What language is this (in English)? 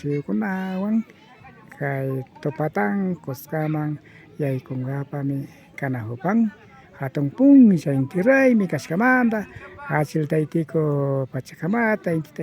Imbabura Highland Quichua